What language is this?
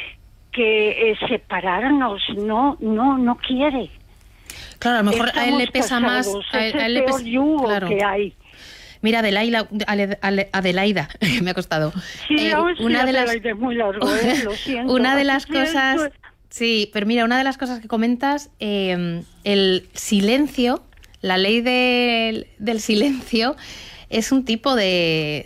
Spanish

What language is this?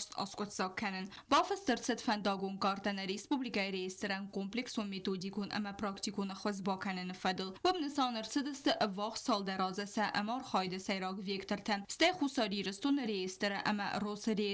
Ossetic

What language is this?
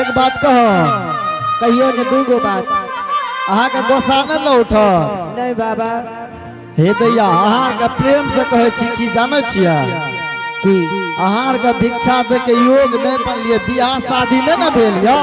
Angika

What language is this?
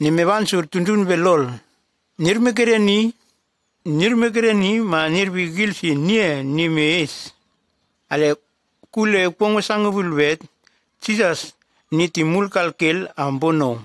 Nume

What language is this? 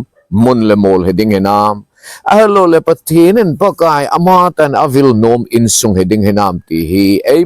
Thado Chin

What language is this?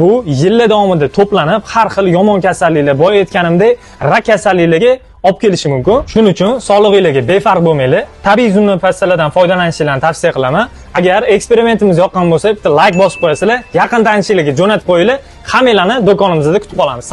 Uzbek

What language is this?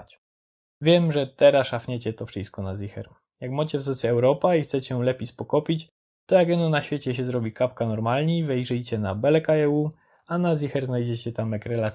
Silesian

